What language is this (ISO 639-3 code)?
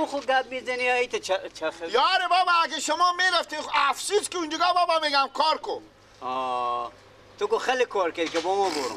fas